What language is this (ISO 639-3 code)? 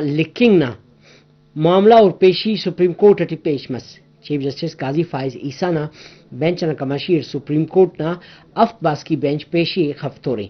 brh